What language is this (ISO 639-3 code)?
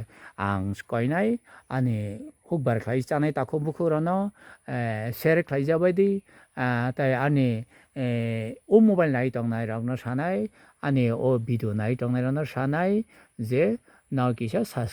trp